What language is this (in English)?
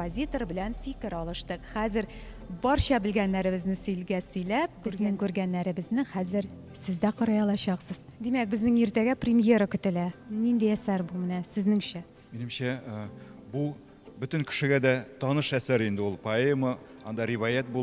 Tatar